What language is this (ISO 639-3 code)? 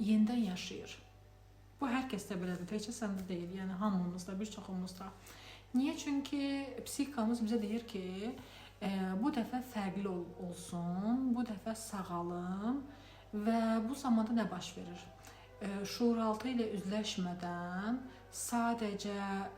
aze